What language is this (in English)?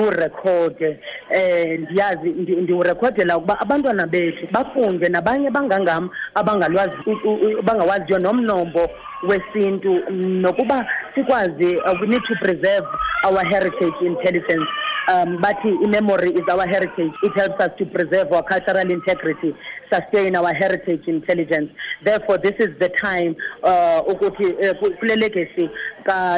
Xhosa